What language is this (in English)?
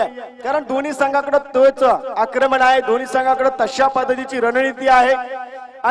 Marathi